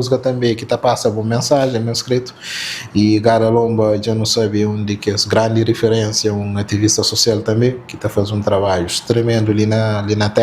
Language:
Kabuverdianu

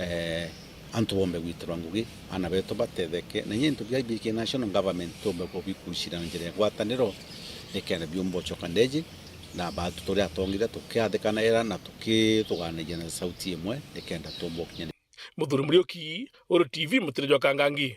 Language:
Meru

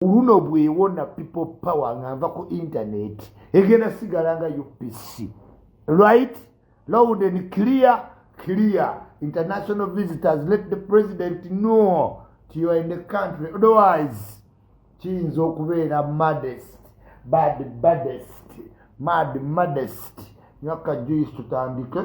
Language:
Ganda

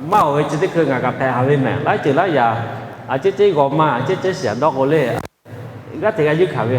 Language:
Lahu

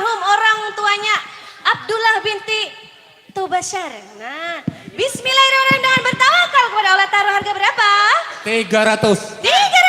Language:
Banjar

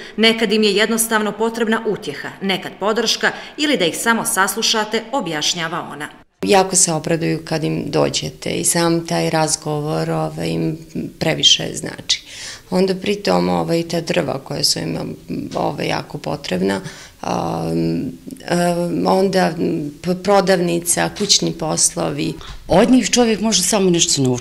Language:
Bosnian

